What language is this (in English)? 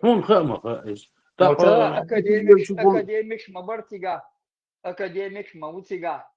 Chechen